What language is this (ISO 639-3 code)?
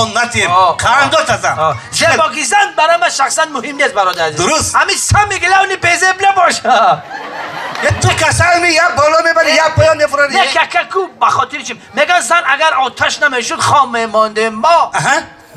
tgk